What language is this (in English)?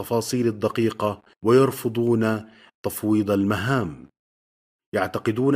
Arabic